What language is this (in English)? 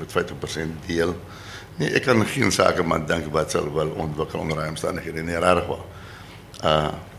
Afrikaans